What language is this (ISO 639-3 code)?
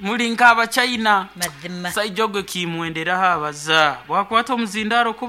nyn